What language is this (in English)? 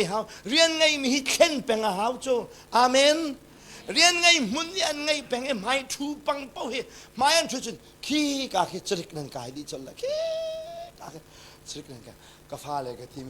Hakha Chin